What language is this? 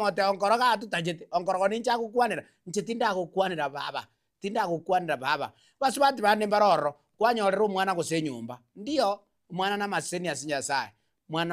Gusii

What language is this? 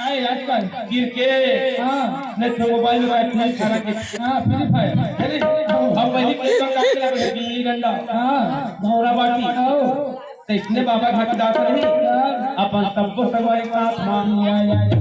Chhattisgarhi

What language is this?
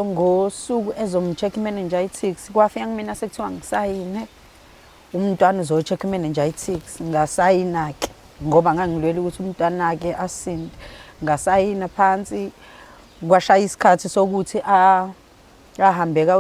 Zulu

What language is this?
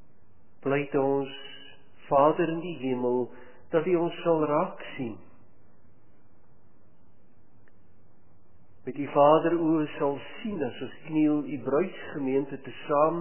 Afrikaans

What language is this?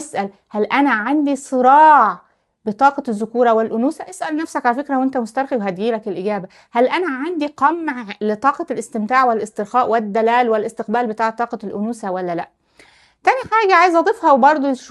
Egyptian Arabic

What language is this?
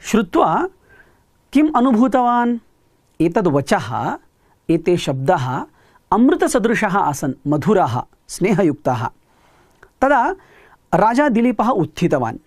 Sanskrit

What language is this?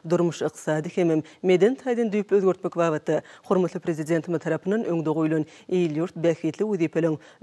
Turkmen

